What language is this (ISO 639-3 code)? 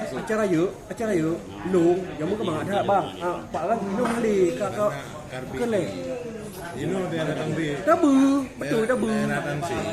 ace